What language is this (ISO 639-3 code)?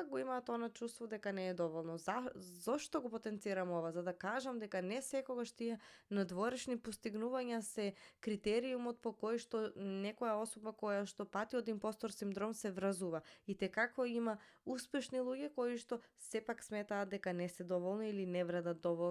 mkd